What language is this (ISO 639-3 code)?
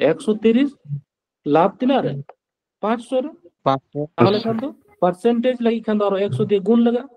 sat